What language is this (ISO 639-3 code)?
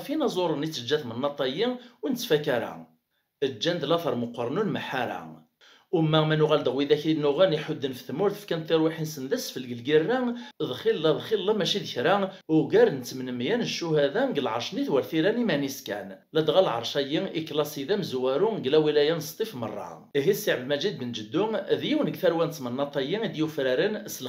kab